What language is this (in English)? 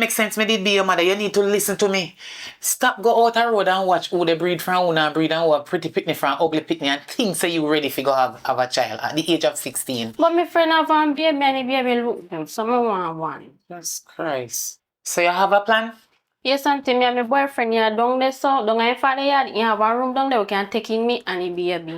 Jamaican Creole English